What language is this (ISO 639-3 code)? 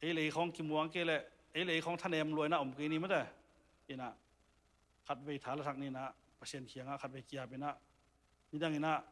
ctd